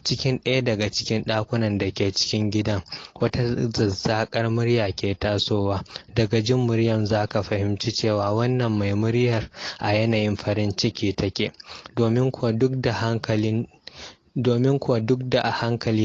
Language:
Hausa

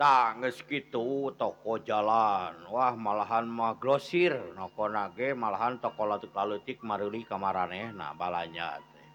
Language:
Sundanese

